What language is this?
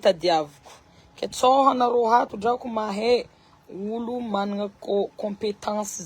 Malagasy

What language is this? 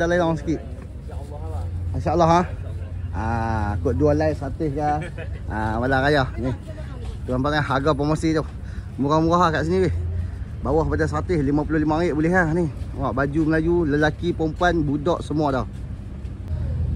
Malay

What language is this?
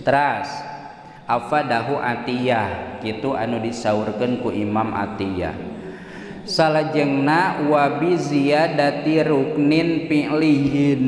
Sundanese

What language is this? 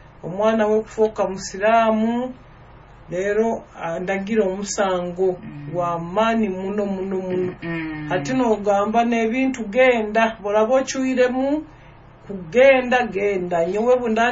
Nyoro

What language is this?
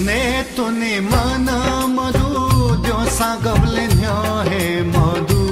Newari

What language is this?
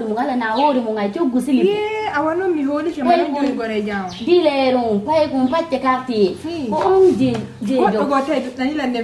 Fula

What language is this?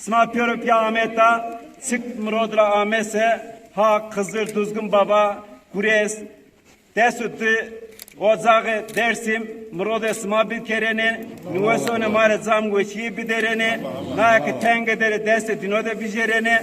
Zaza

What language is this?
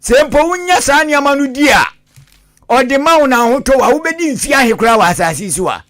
Akan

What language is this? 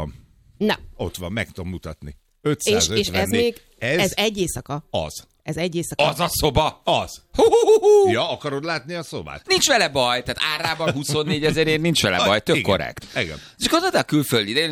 Hungarian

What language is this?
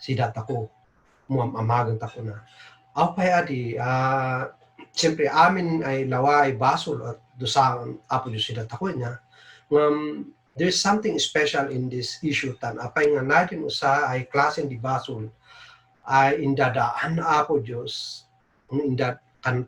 Kankanaey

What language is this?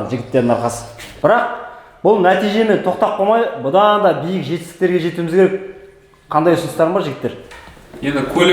Kazakh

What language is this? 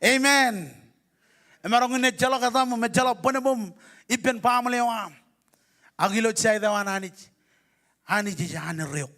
Marshallese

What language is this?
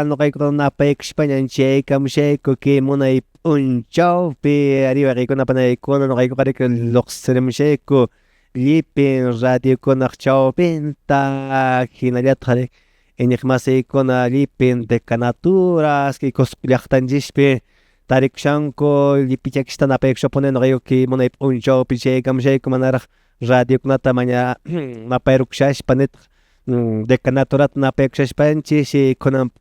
Quechua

